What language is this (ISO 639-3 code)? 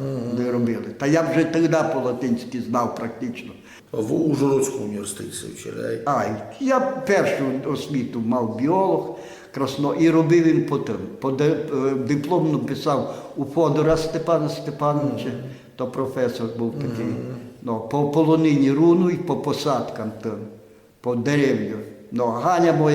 rue